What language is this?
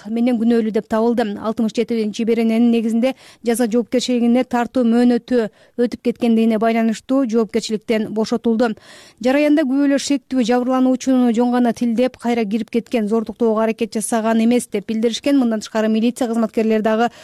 Kyrgyz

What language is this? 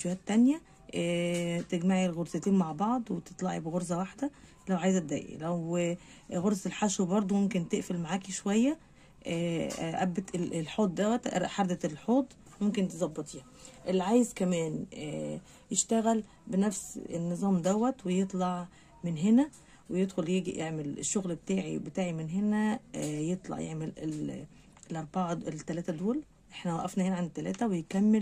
Egyptian Arabic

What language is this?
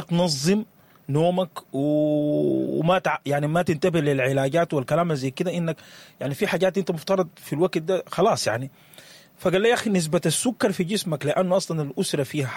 Sudanese Arabic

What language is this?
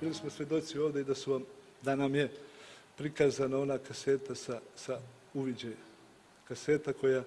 Serbian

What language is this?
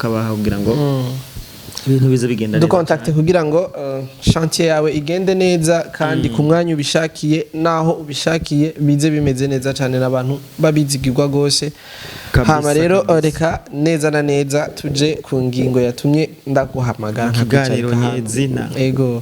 Rundi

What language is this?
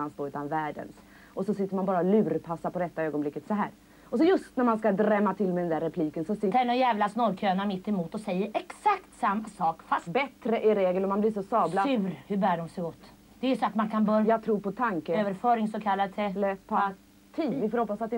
Swedish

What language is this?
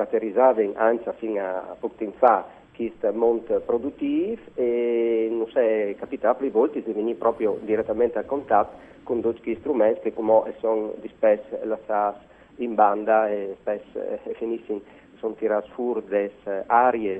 Friulian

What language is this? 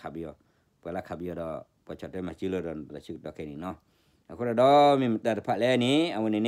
S'gaw Karen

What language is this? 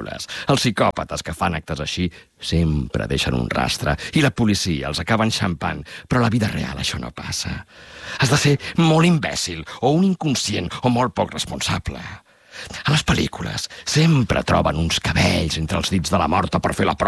Catalan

